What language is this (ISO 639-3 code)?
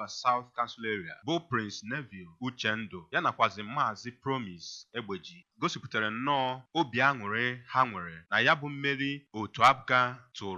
ibo